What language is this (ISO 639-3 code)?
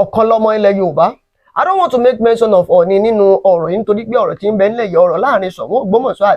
yor